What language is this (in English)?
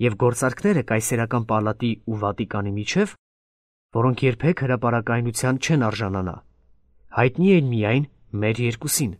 Armenian